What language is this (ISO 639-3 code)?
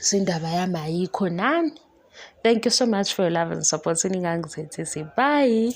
zul